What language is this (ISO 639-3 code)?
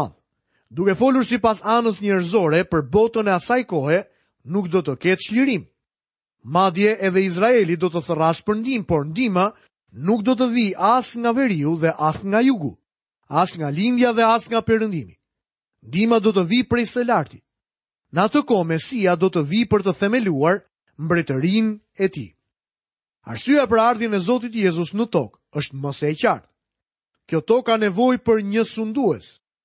sqi